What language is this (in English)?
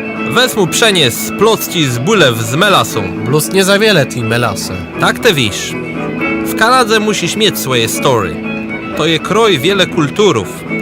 Kashubian